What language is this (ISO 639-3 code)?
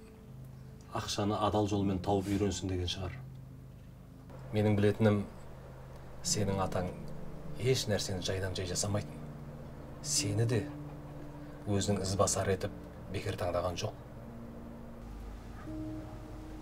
kaz